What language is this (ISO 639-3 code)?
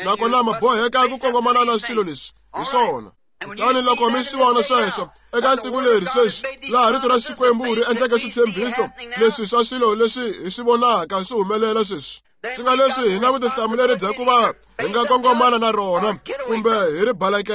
tso